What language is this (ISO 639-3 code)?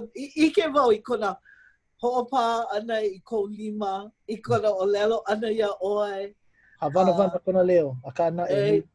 haw